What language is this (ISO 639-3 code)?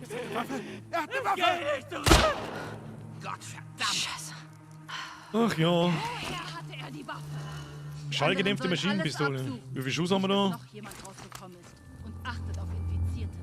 bar